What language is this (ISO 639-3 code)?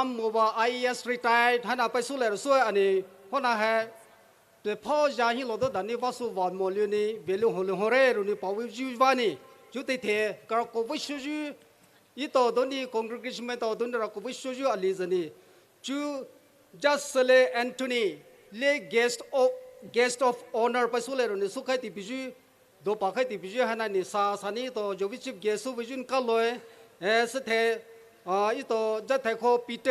pmx